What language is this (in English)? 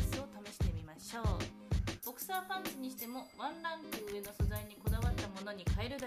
Japanese